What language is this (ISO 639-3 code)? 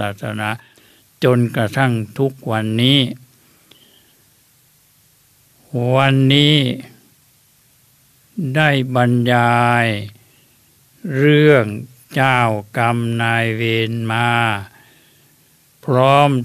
tha